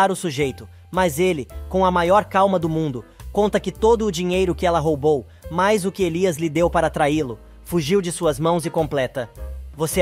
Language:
Portuguese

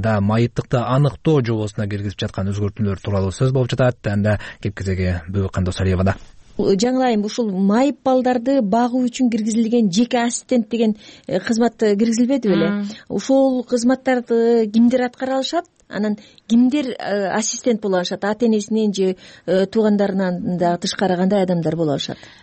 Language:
Kyrgyz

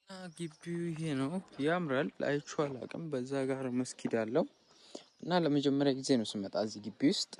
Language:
Amharic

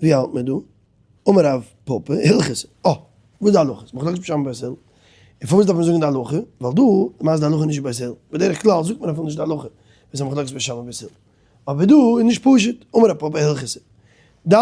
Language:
Yiddish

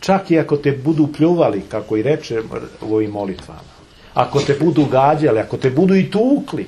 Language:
Serbian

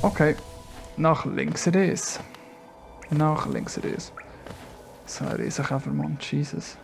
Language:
Swiss German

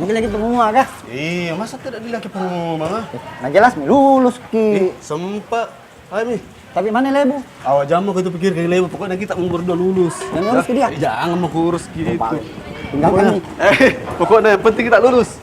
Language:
Makassar Malay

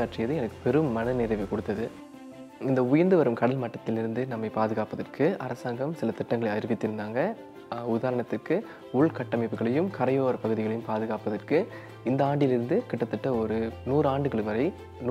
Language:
Tamil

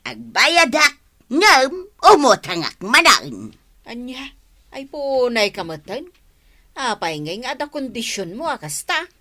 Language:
Iloko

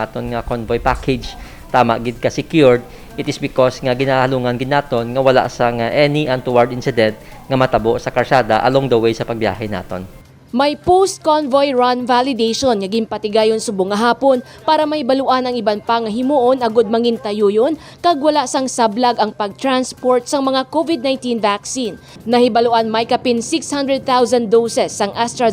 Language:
Hiligaynon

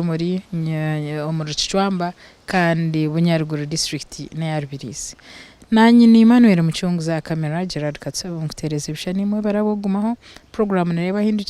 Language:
Nyankole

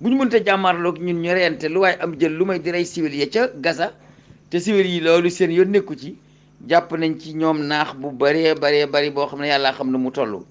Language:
Wolof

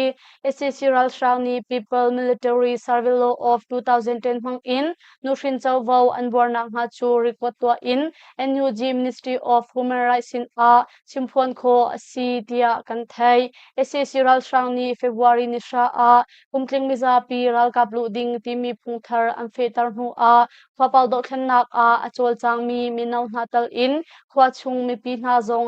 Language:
Hakha Chin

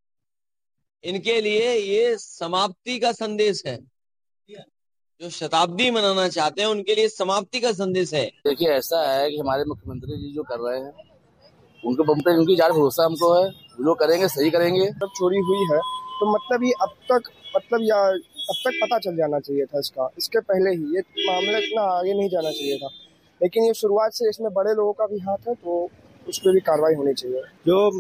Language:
Hindi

